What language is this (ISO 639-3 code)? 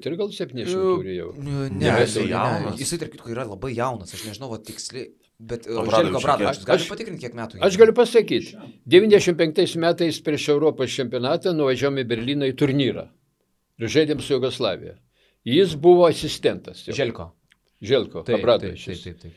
lit